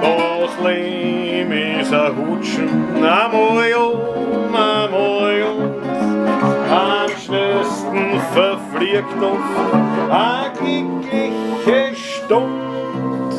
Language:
Bavarian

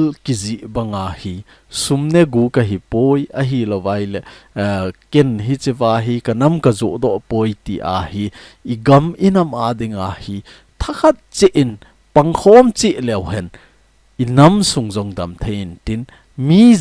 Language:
Thado Chin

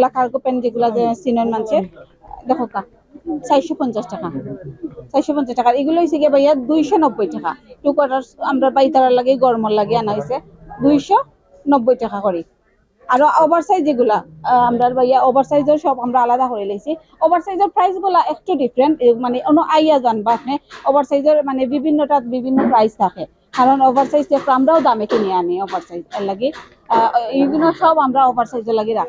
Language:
Sylheti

